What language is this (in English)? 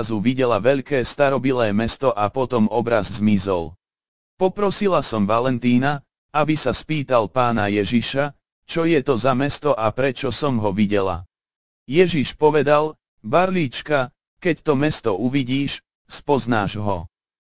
Slovak